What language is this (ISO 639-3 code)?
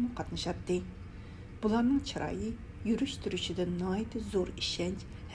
uig